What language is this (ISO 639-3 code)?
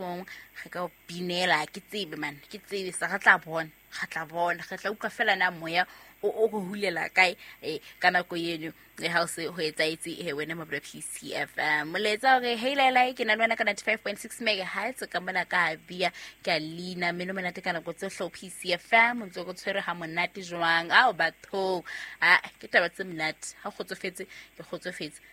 sot